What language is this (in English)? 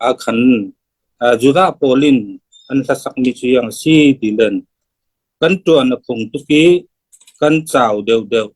Falam Chin